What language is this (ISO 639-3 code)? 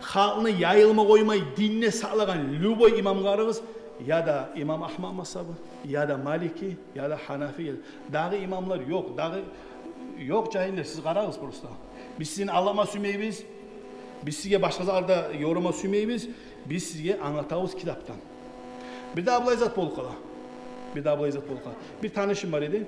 kum